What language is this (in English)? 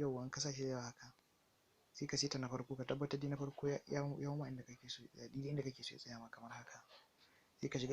Hausa